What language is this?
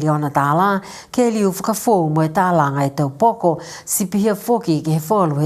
Niuean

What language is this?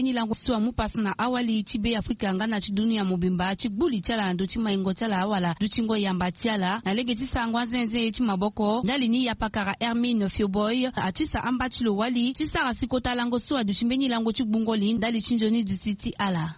Sango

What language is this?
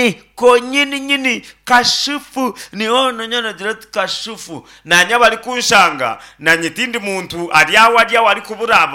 Nyankole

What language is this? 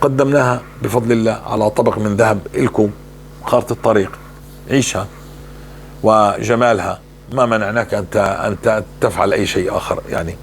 North Levantine Arabic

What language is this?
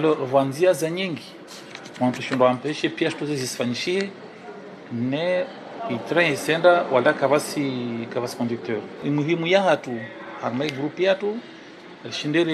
Ngazidja Comorian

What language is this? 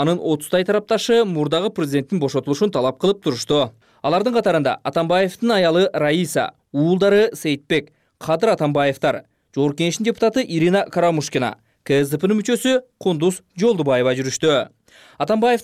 Kyrgyz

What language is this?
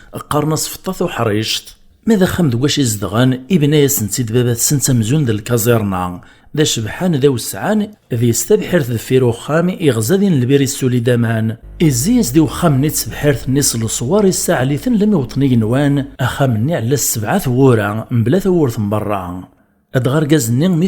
Kabyle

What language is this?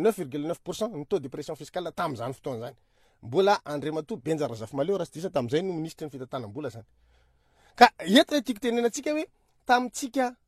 Malagasy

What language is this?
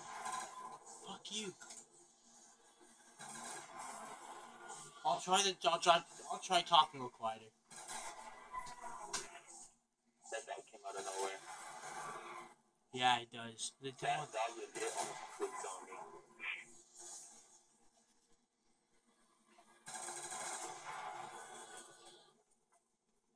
English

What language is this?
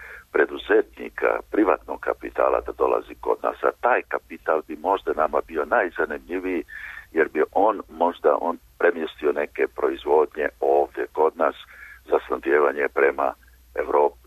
Serbian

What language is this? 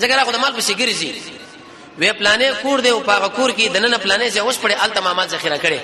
Pashto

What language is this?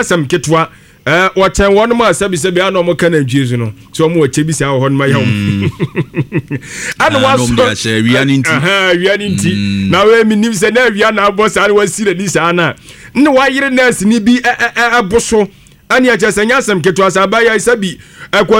Akan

